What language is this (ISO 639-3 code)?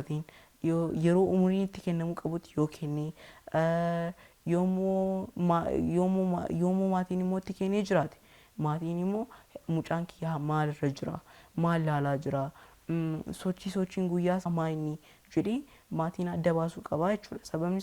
orm